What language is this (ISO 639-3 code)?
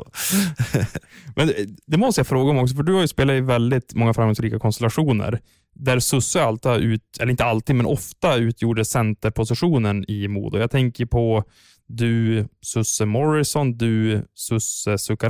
swe